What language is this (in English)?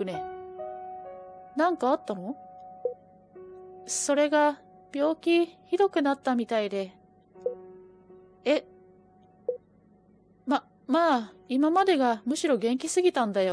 Japanese